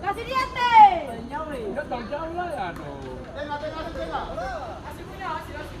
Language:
Ambonese Malay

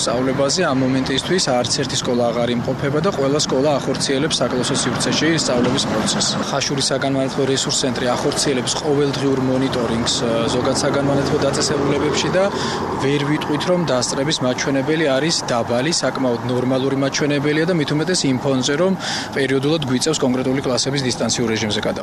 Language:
Georgian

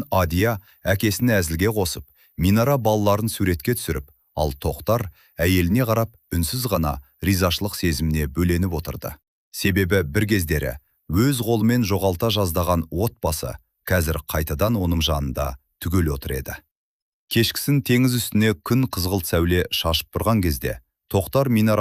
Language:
Kazakh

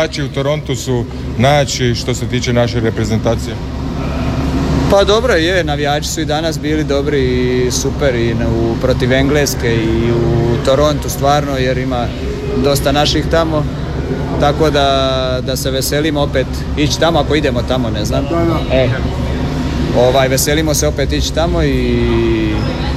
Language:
Croatian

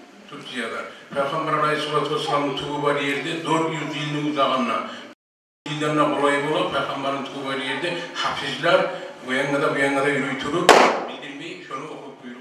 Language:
Kumyk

